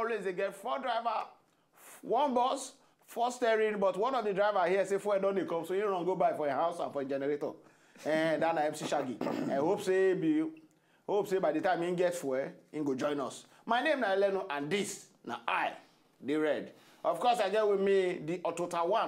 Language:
Nigerian Pidgin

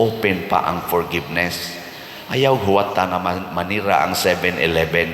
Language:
Cebuano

